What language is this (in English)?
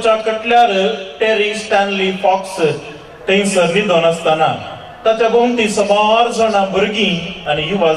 Konkani